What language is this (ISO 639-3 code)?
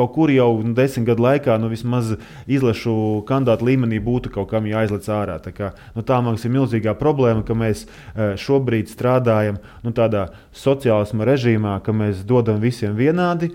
lav